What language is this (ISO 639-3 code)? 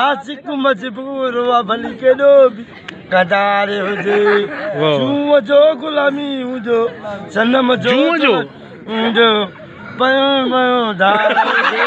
snd